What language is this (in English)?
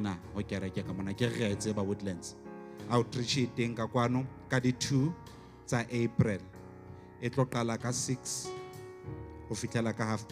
Southern Sotho